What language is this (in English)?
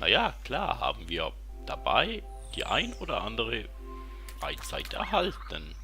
Swiss German